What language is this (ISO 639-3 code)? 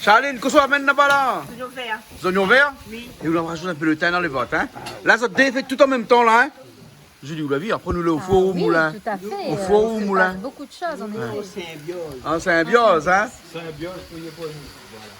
rcf